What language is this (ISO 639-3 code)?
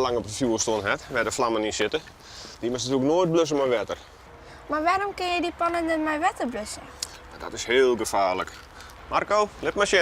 fry